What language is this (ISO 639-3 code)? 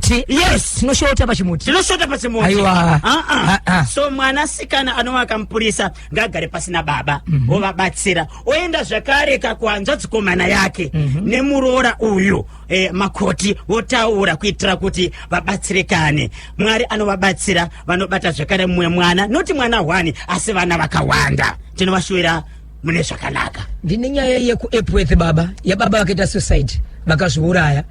sna